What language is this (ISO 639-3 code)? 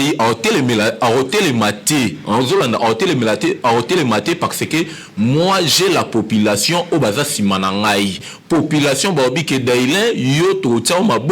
lin